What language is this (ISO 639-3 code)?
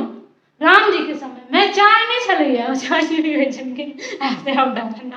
mai